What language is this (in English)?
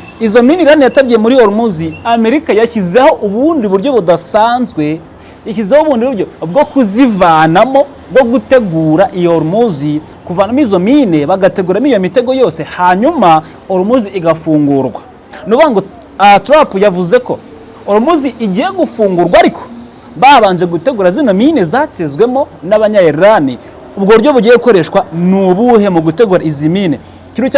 Kinyarwanda